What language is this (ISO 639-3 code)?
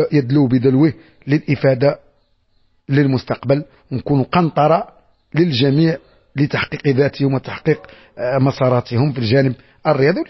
ary